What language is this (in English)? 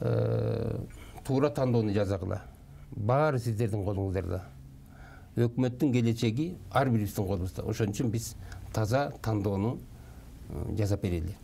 Kyrgyz